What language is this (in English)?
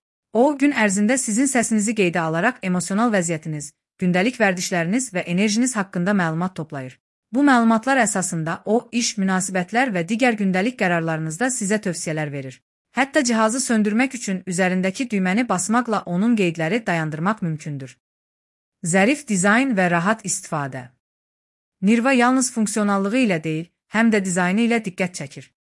Azerbaijani